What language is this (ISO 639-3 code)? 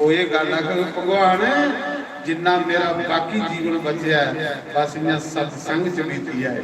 doi